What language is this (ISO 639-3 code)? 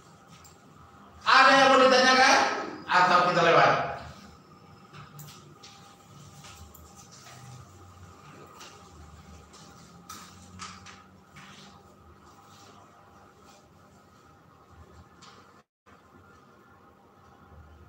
ind